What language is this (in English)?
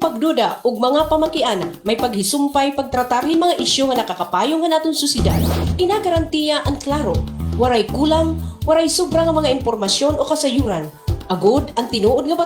Waray